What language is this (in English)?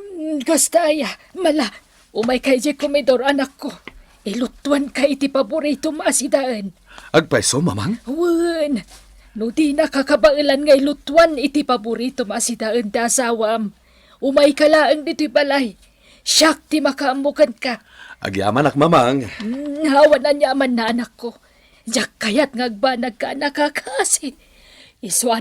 Iloko